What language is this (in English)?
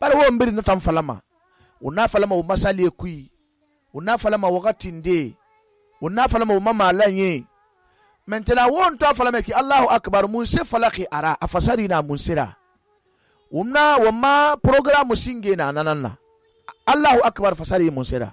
Susu